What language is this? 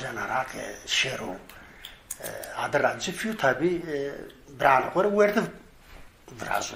Zaza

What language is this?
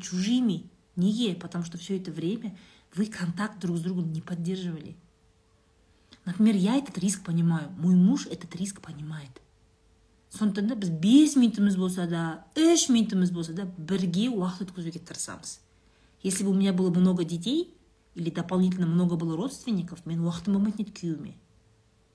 Kazakh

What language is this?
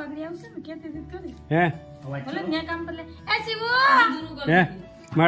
Gujarati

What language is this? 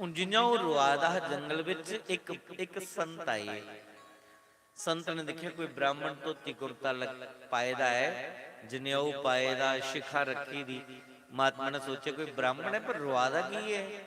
Dogri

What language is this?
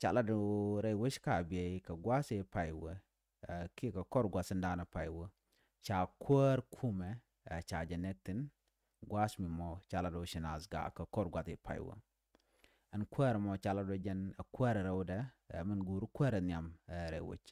Nuer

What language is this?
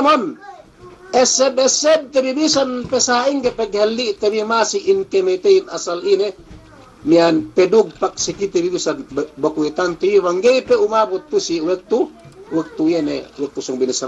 Yakan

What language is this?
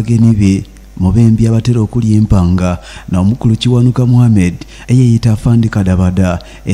Soga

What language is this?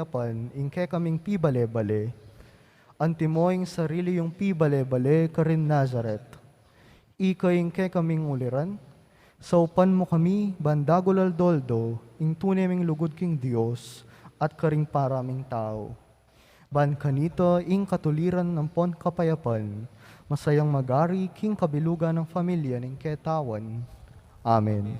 Pampanga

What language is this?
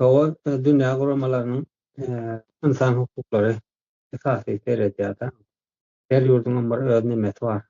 Turkmen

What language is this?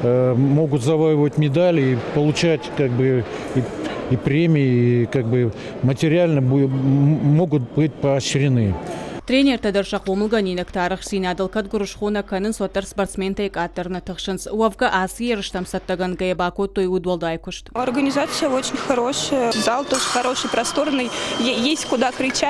Ossetic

